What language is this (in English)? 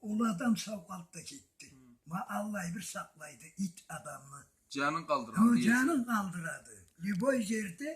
Karachay-Balkar